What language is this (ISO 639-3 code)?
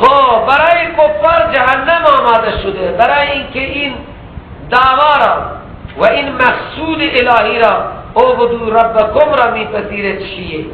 fas